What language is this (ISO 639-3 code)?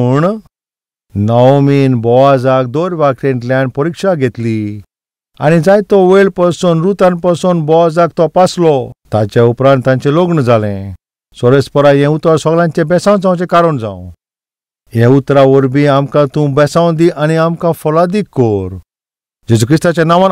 kok